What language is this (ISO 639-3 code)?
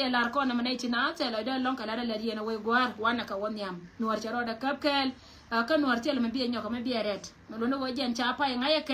nus